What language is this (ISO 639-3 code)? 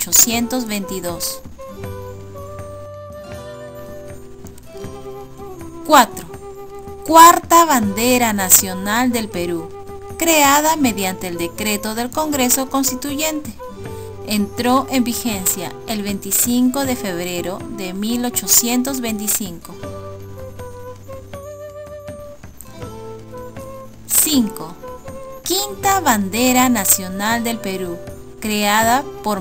spa